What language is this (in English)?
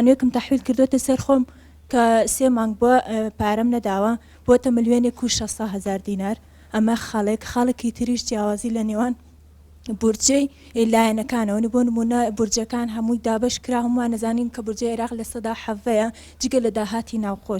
Central Kurdish